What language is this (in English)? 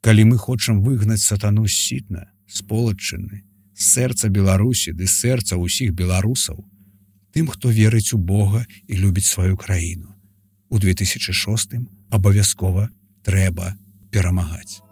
Belarusian